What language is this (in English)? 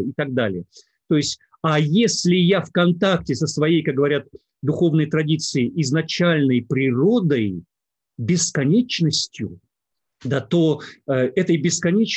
Russian